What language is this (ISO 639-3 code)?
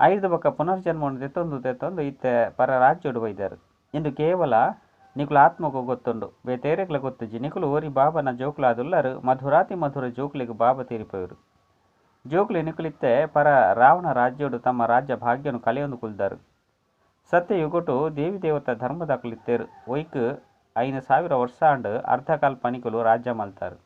tcy